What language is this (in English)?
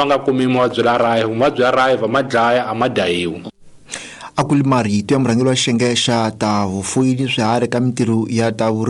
Tsonga